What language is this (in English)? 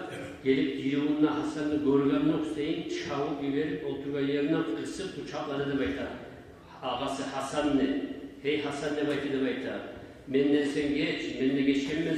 Kumyk